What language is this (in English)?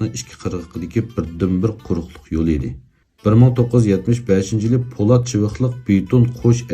Uyghur